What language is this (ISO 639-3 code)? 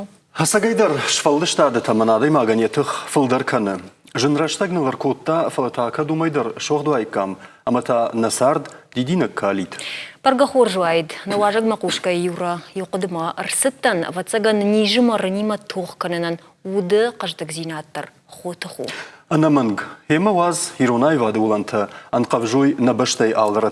oss